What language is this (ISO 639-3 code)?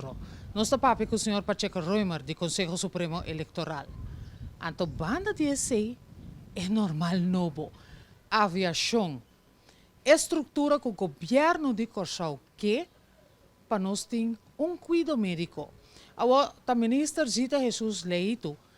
pap